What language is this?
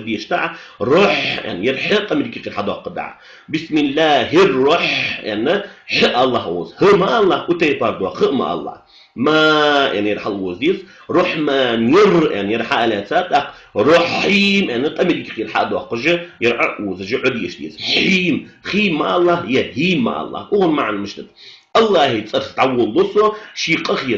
Ingush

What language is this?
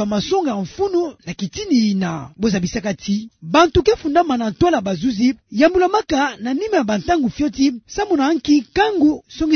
Kituba (Democratic Republic of Congo)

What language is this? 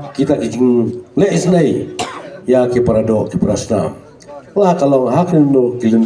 Khasi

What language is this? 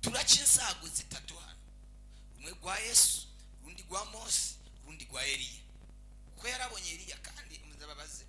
Rundi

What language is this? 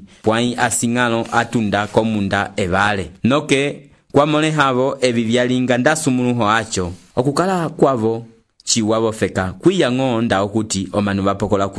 Umbundu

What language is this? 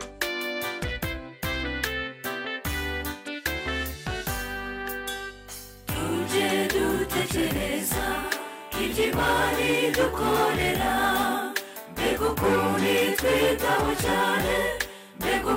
Kinyarwanda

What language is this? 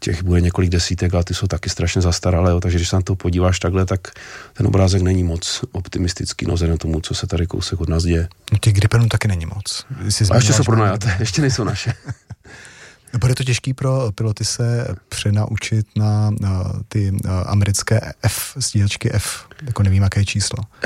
Czech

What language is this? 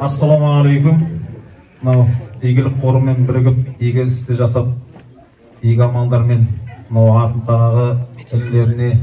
Kazakh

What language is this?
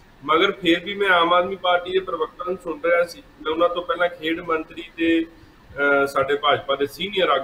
Punjabi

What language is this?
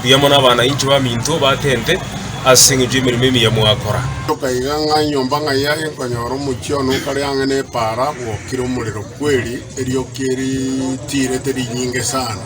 Gusii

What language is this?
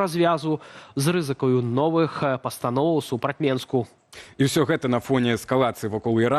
Belarusian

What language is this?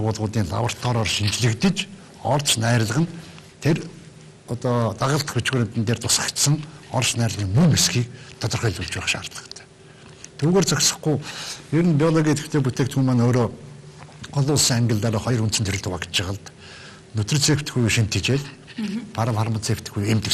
Mongolian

